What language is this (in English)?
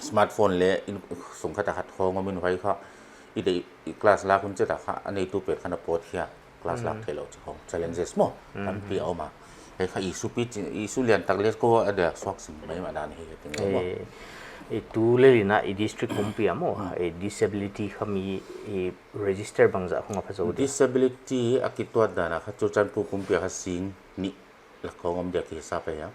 Paite Chin